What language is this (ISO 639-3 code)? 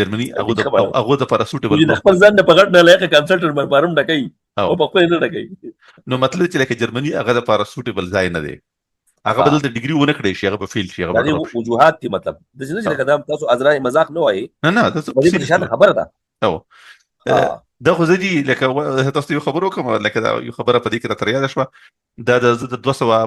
pus